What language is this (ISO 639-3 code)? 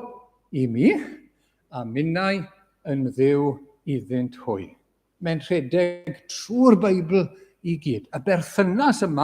cym